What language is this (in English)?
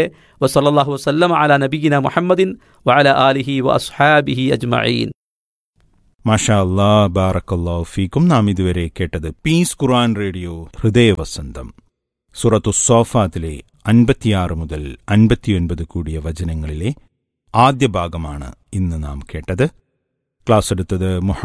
Malayalam